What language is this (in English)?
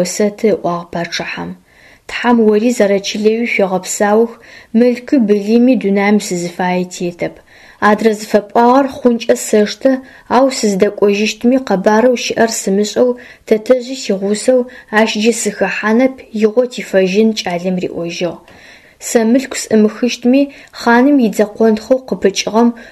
Adyghe